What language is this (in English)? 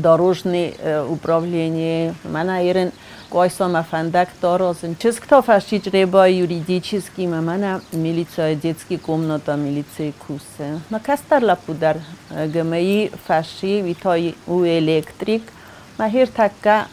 Ossetic